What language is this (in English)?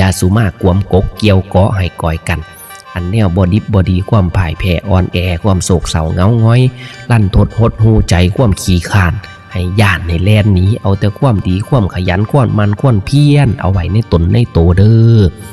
Northeastern Thai